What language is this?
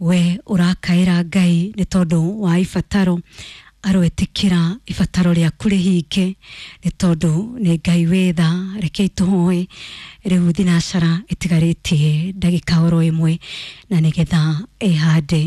Kikuyu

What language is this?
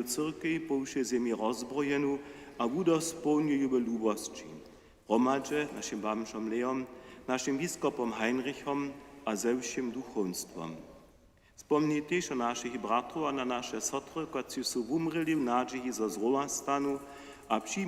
Upper Sorbian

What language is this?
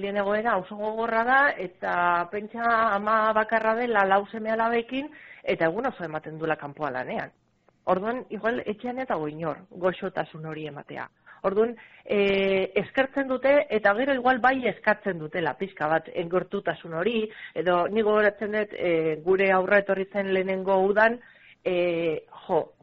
Basque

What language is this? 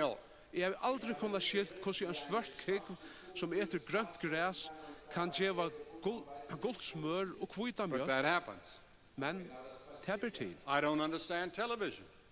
Faroese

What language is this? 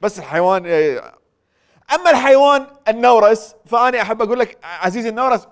Mesopotamian Arabic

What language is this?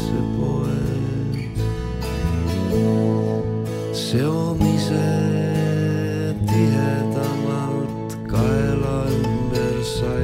Estonian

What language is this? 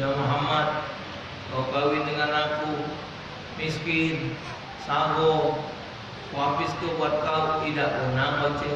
Musi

